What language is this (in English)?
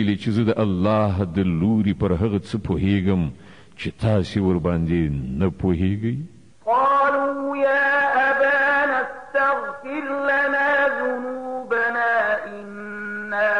Pashto